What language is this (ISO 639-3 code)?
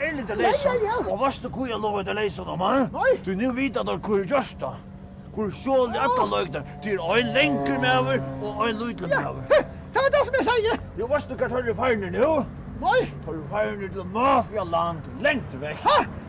fao